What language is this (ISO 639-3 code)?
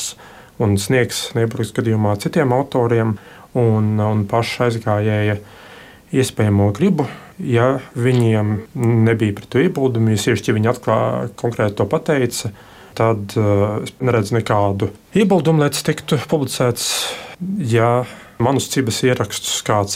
lav